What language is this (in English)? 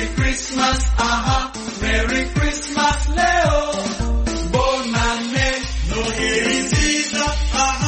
Kinyarwanda